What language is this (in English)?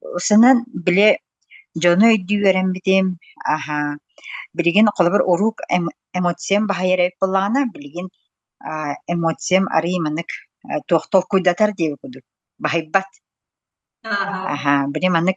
Yakut